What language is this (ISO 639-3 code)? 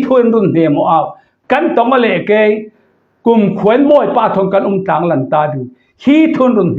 cfm